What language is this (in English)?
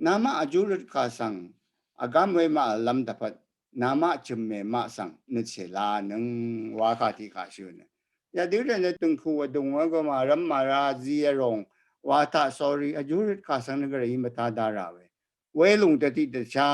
Rawang